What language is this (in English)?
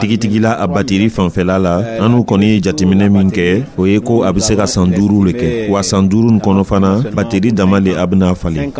Dyula